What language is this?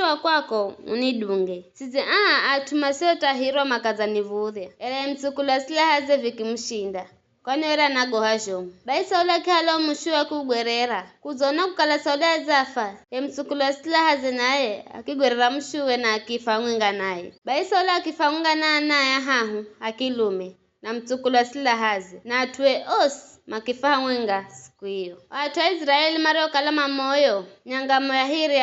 Giryama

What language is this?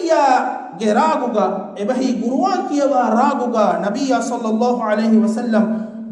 Divehi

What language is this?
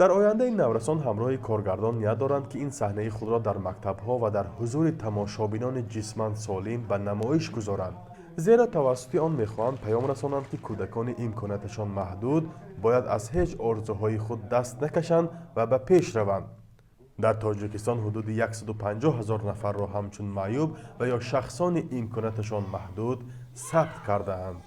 Tajik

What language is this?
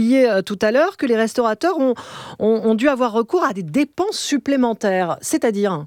French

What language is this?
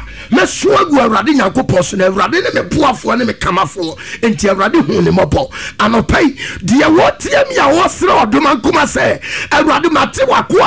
Akan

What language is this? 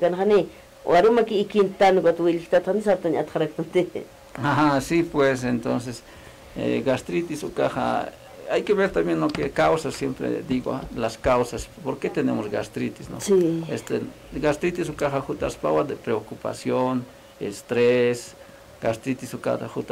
Aymara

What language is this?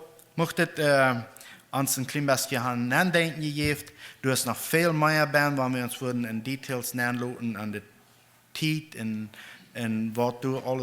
Plautdietsch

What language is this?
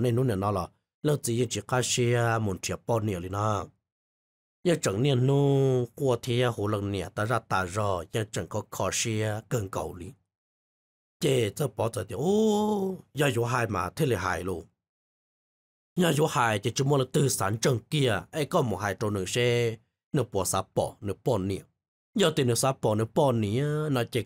Vietnamese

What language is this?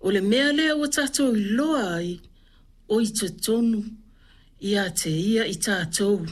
Samoan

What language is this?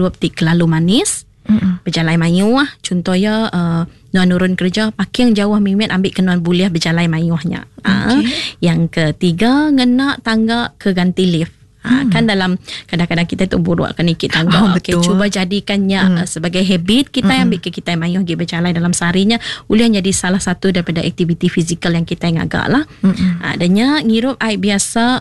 Iban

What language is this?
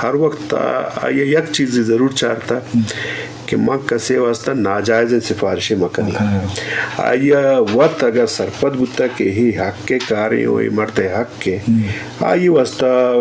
Eastern Balochi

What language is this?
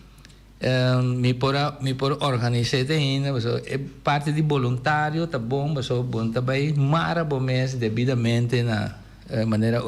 Papiamento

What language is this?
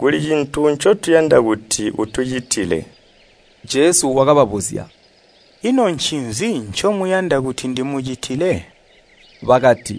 Tonga (Zambia)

